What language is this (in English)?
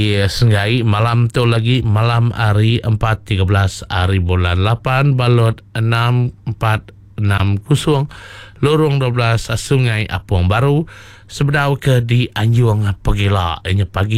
Iban